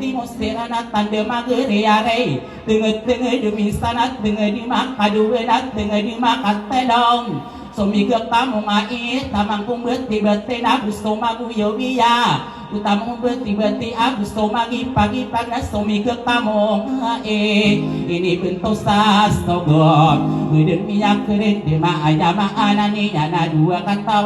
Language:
Maranao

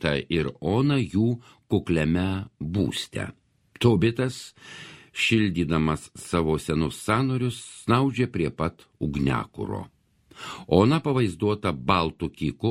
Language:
Lithuanian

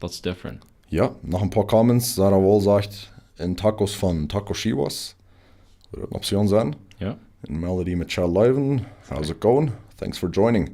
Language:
Plautdietsch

